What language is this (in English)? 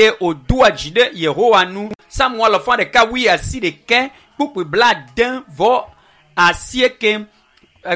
Ewe